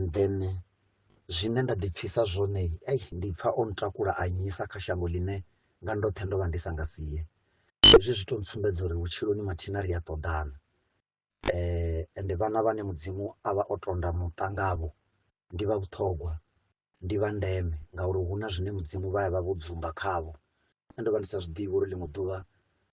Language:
Venda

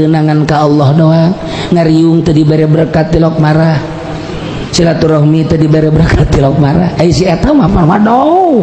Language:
Sundanese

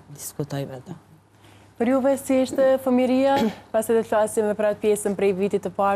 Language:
Albanian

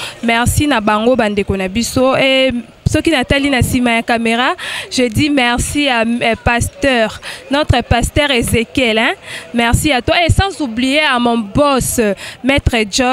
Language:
Lingala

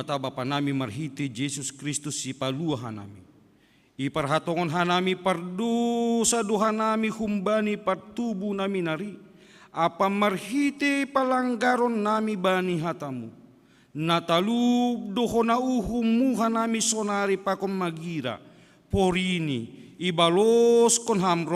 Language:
Batak Simalungun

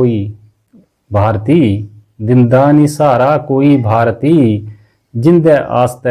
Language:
Dogri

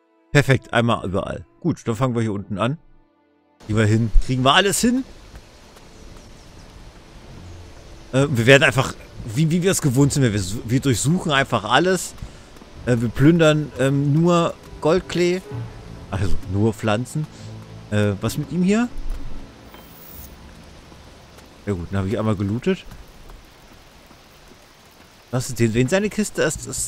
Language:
German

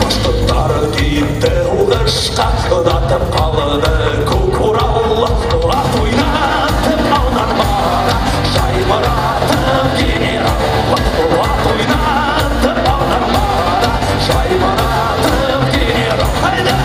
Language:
Bashkir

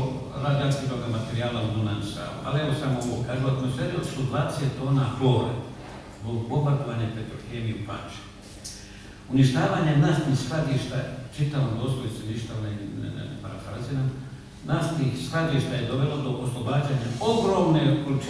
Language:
Serbian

